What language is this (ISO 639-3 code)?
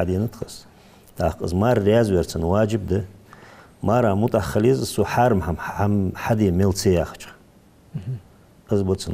inh